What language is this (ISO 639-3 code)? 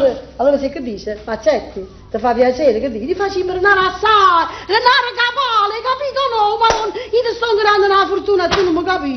nap